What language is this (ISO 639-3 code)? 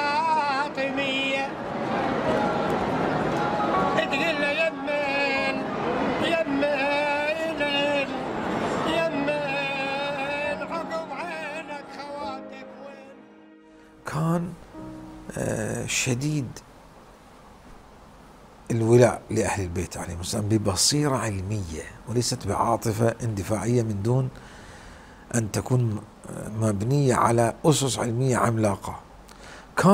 ara